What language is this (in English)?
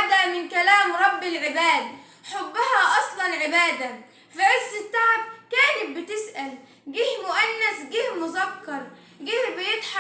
Egyptian Arabic